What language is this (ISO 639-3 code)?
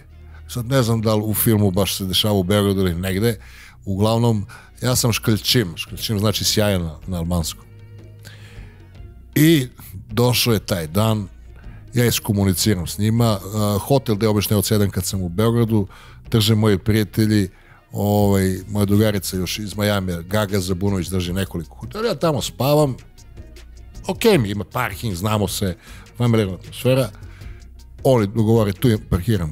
srp